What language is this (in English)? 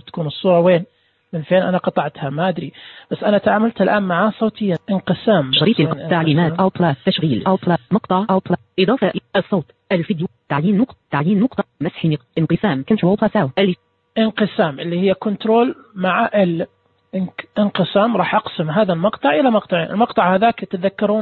Najdi Arabic